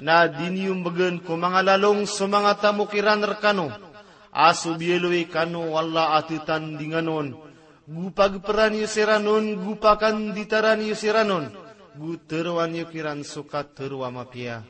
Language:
Maranao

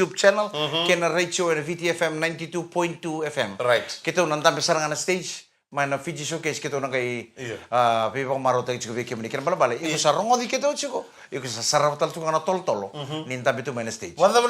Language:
Fijian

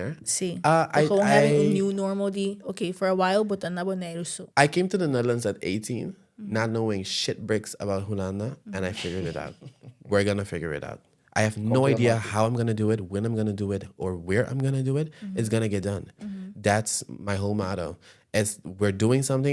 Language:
Papiamento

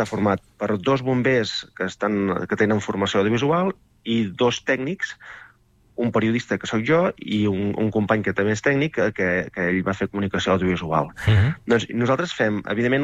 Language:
Catalan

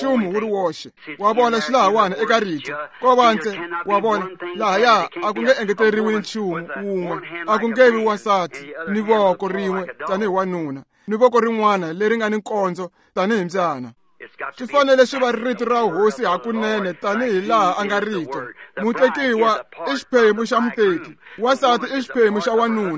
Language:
Tsonga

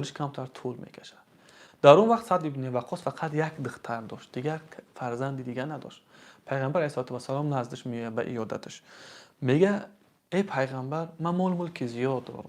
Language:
Tajik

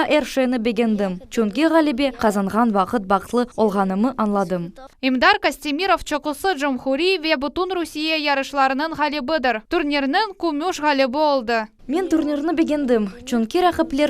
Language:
Crimean Tatar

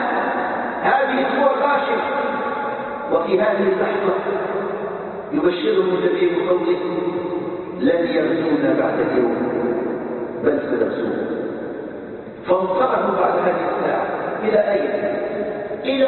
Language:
Arabic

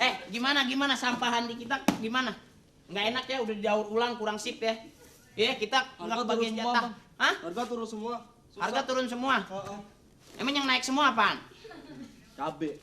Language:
Betawi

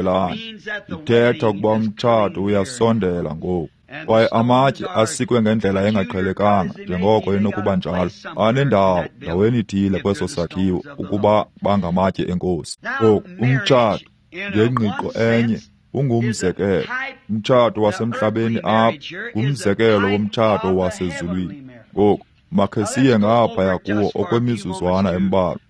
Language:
Xhosa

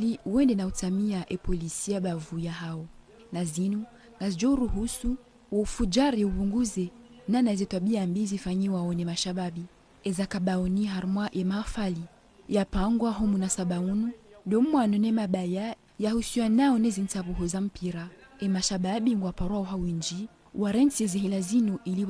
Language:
Ngazidja Comorian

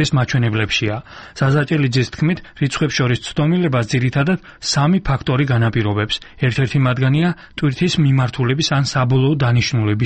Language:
Georgian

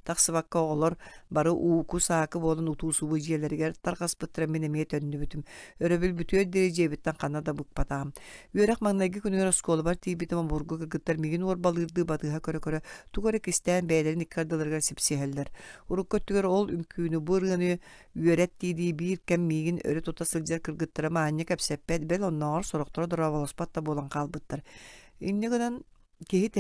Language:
Yakut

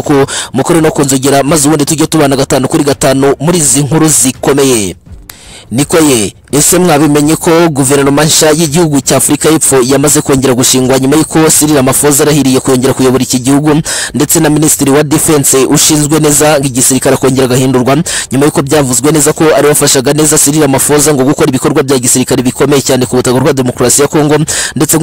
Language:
Kinyarwanda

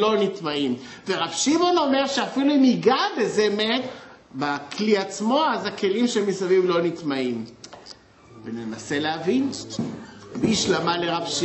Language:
Hebrew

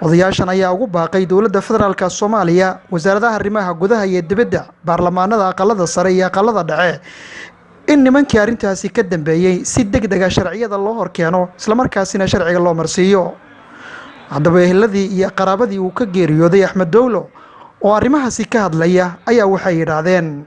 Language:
Somali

